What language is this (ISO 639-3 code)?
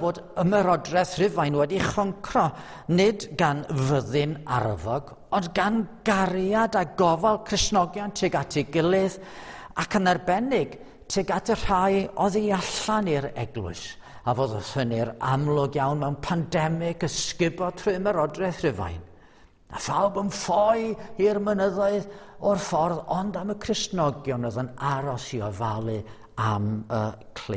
cym